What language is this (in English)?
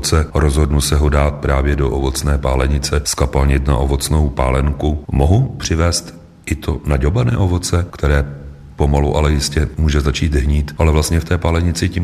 Czech